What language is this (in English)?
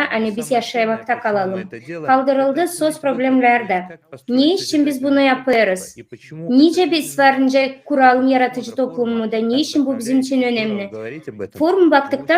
Gagauz